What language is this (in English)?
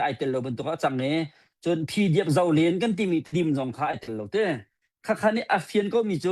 Hakha Chin